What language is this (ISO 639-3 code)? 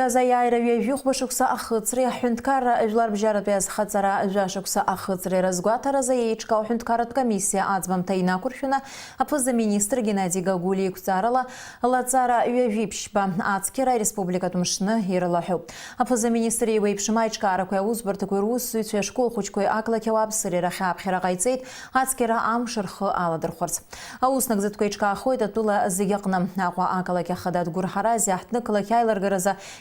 abk